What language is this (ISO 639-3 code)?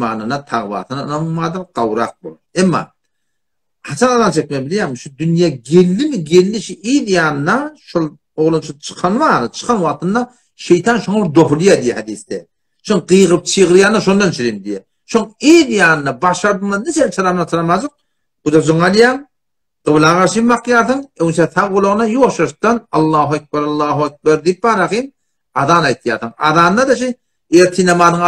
tuk